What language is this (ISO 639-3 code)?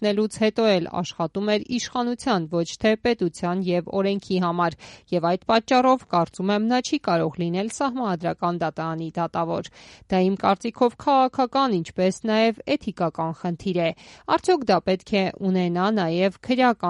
hye